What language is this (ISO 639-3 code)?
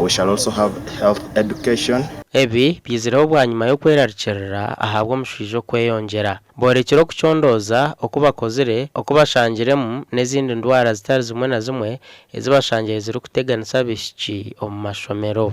nyn